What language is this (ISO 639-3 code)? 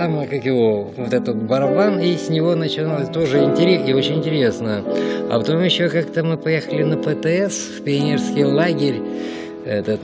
rus